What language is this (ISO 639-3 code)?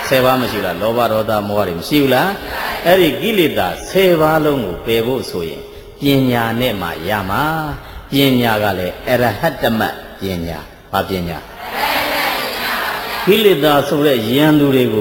mya